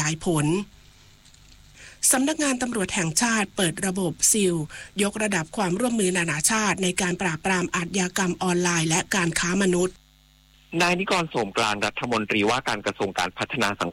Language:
Thai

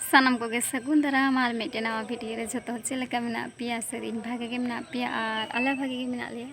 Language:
Santali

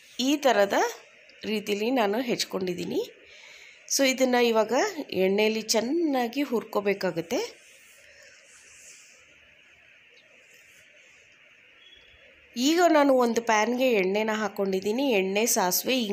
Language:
Kannada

